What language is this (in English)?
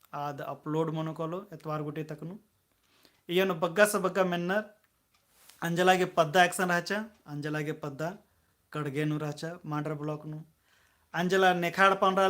Kurukh